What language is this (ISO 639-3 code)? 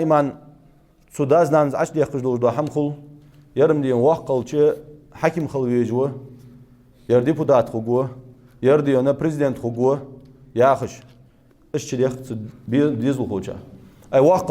inh